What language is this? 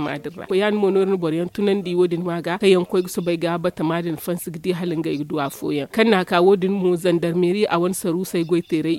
Zarma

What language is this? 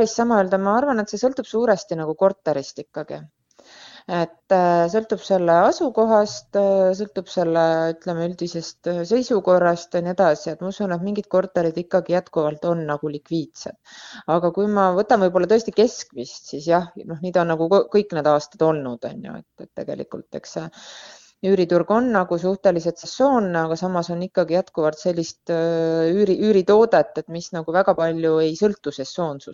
Estonian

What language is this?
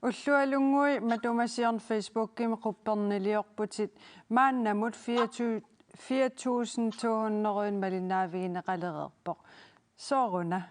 Kalaallisut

